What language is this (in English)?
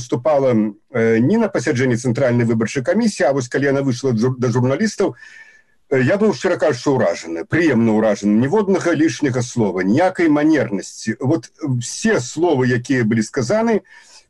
Belarusian